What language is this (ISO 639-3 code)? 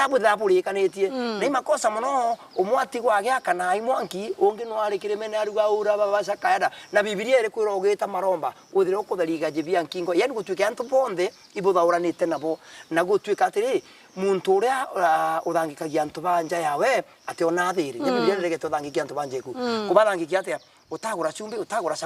mer